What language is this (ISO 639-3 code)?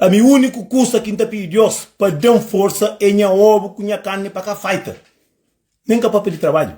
kea